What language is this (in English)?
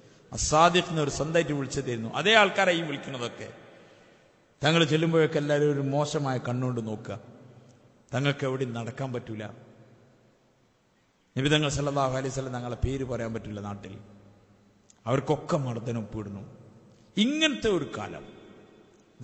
Malayalam